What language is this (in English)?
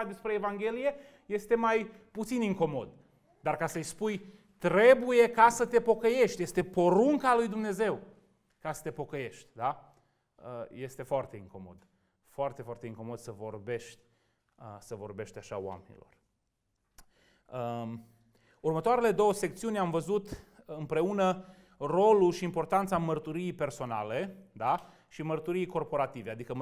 Romanian